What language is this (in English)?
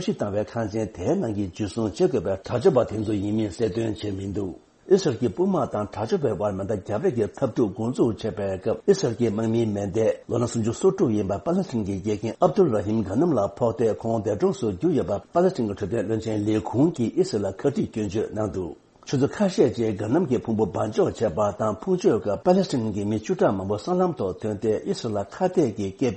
Tibetan